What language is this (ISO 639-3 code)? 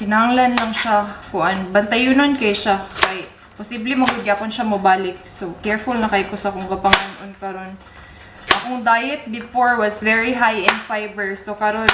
ceb